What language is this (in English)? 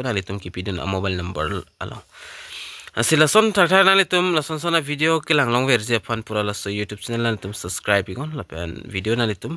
Karbi